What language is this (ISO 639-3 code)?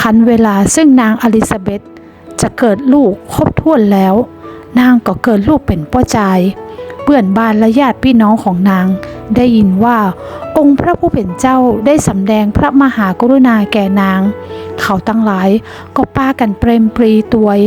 nod